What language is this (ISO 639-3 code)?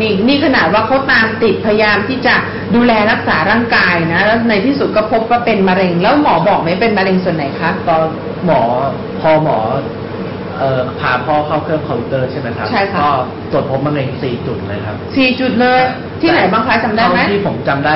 tha